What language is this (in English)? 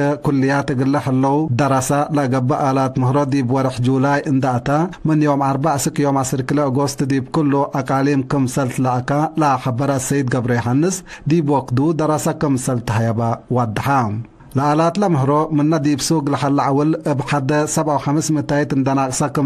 Tigre